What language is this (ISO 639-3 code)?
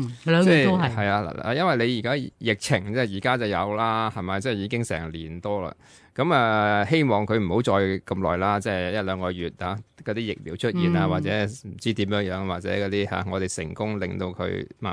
yue